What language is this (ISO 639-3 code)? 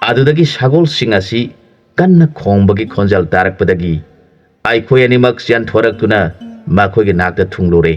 mni